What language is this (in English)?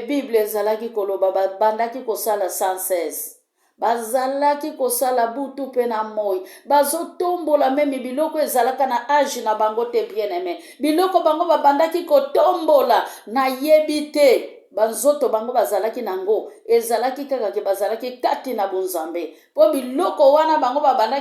Lingala